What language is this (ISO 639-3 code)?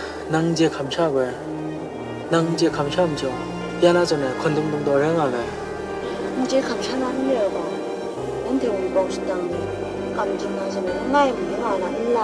kac